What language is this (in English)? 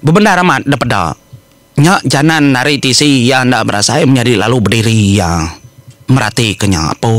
Iban